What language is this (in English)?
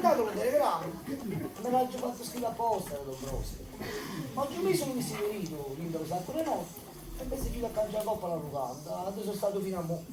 Neapolitan